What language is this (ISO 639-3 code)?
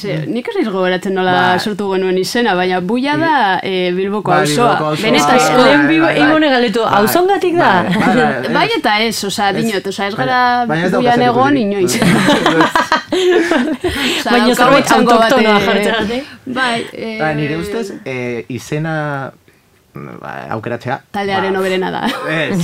eus